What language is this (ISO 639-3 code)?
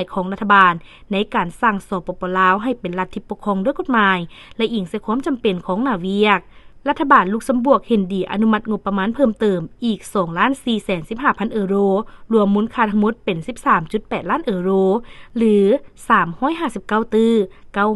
lao